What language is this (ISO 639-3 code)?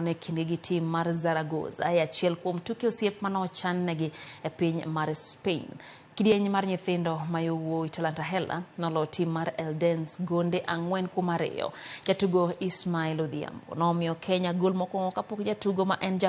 luo